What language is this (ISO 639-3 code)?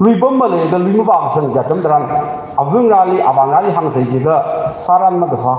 nmf